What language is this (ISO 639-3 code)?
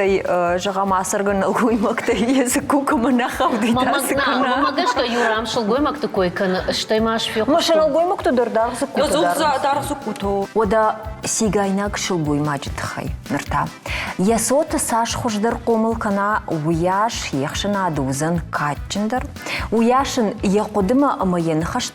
oss